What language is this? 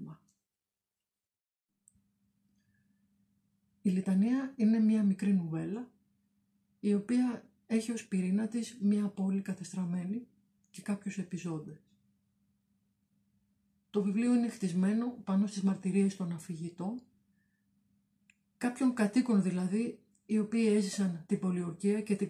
Greek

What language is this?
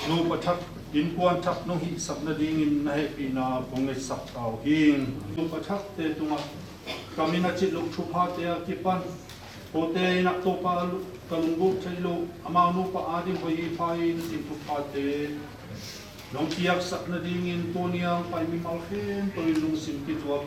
Tedim Chin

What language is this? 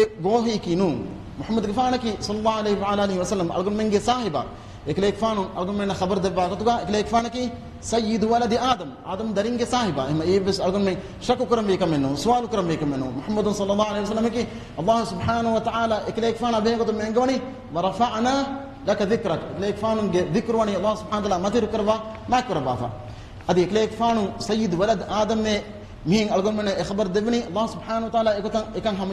Divehi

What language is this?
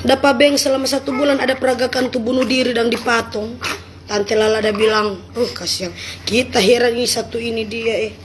Manado Malay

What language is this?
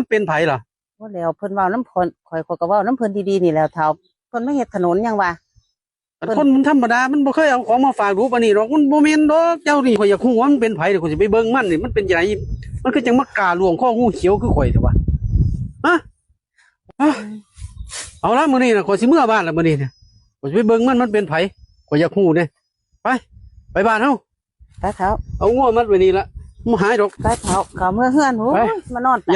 Northeastern Thai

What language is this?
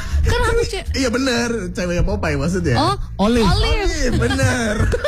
Indonesian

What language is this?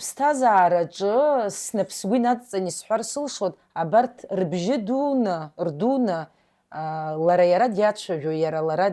Abkhazian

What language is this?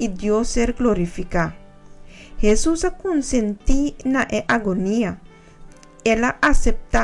Papiamento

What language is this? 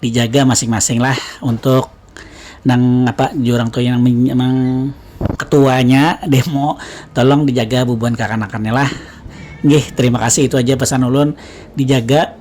Banjar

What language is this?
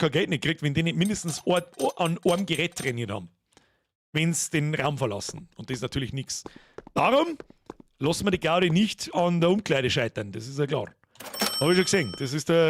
Bavarian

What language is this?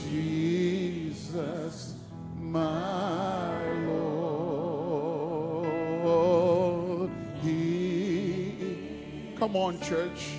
Fijian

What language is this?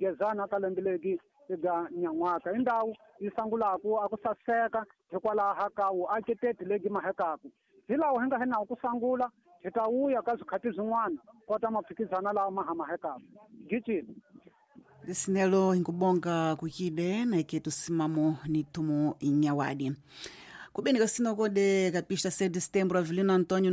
Tsonga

